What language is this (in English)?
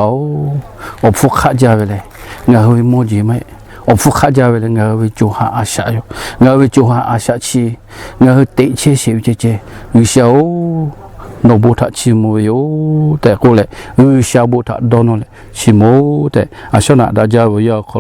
Lahu